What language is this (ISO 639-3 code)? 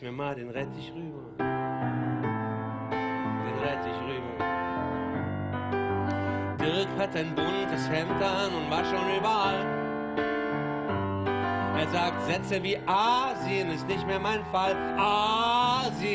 deu